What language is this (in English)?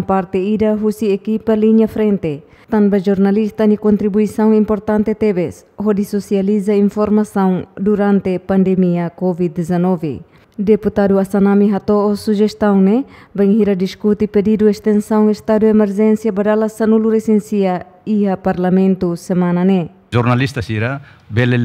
Tetum